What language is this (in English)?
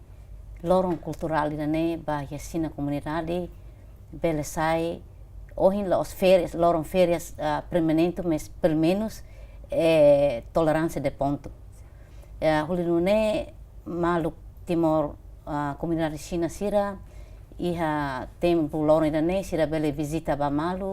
Tetum